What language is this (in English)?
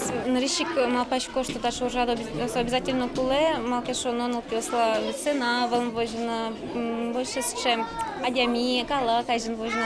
Udmurt